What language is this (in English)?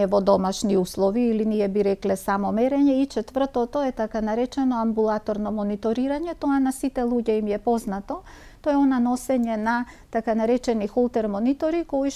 Macedonian